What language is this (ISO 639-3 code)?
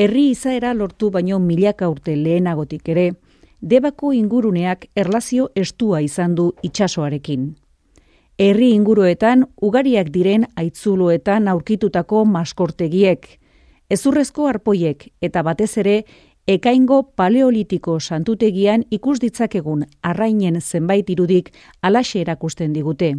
eus